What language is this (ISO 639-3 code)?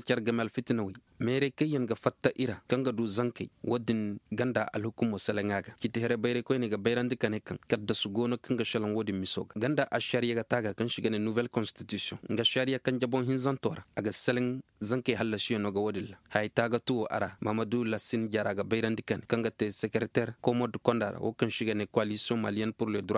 ses